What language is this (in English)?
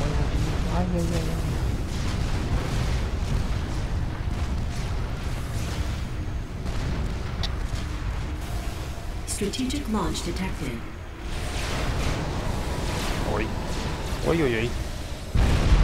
Russian